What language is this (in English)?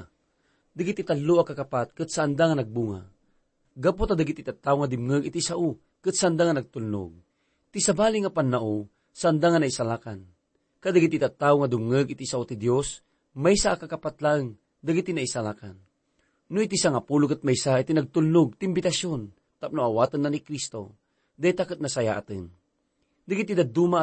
Iloko